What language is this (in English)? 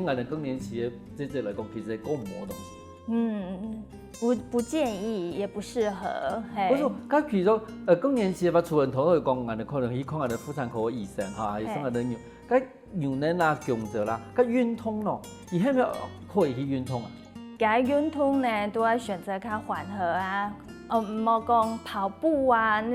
Hakka Chinese